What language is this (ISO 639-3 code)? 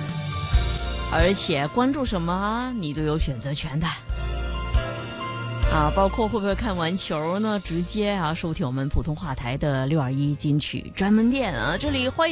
zho